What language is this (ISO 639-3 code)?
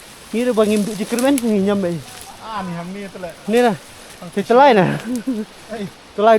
kha